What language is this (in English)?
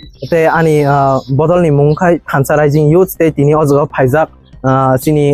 Kok Borok